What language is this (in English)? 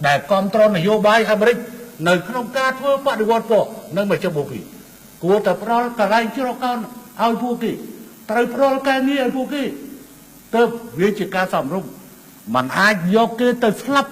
Khmer